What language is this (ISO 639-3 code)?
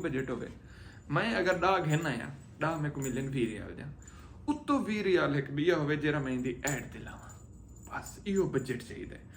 skr